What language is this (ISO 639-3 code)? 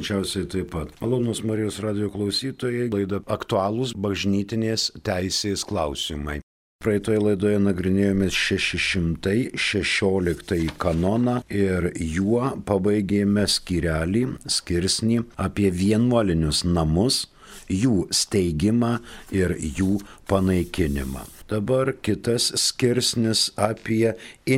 lit